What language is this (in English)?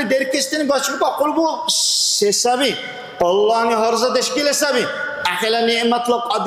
Dargwa